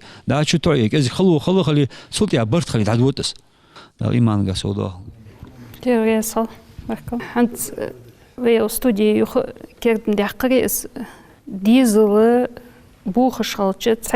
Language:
Ingush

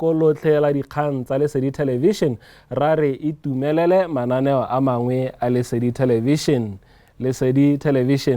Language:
Tswana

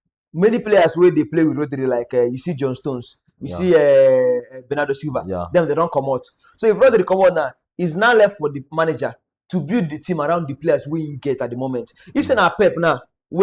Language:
Nigerian Pidgin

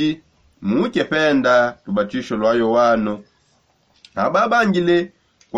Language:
Songe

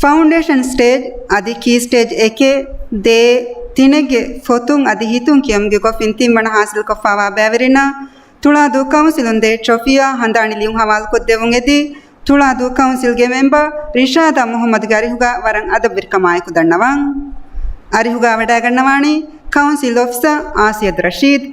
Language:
Divehi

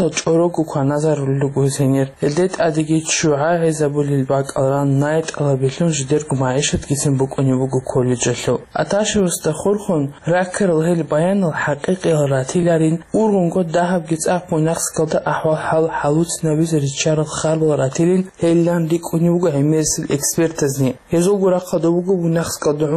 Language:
Avaric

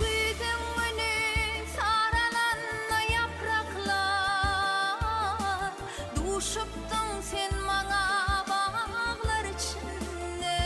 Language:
Turkmen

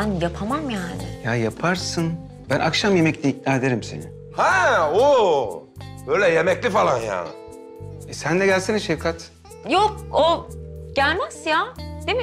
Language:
Turkish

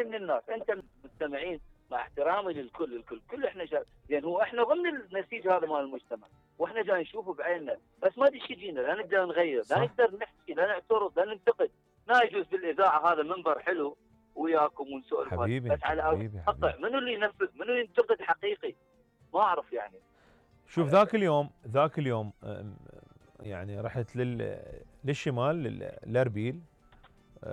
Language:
Mesopotamian Arabic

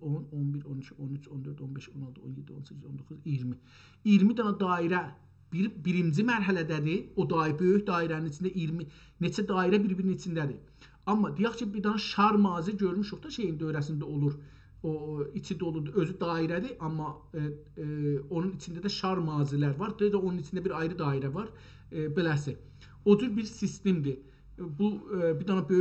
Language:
South Azerbaijani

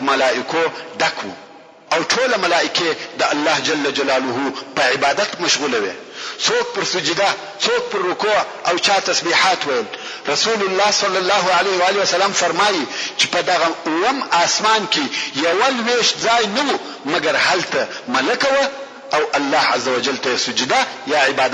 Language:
Pashto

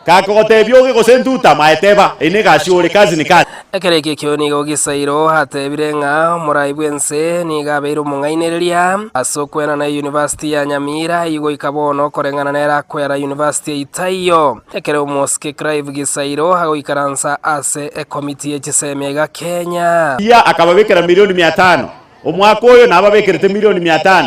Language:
Gusii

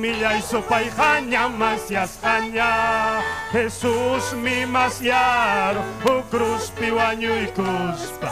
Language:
Ayacucho Quechua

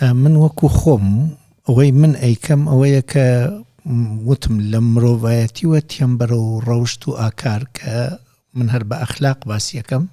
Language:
Central Kurdish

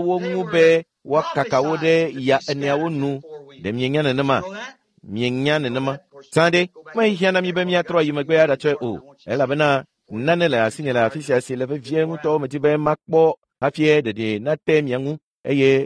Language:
Ewe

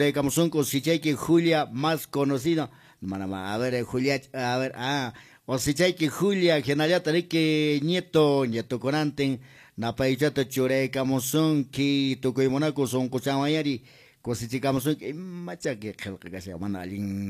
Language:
Quechua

